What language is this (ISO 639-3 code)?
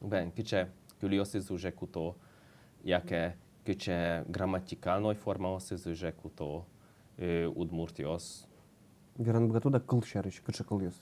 udm